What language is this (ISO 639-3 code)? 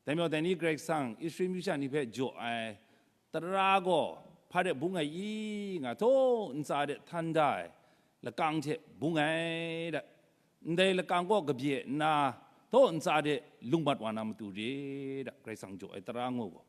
kac